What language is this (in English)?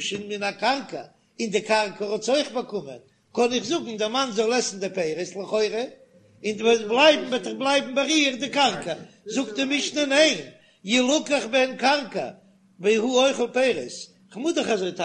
Yiddish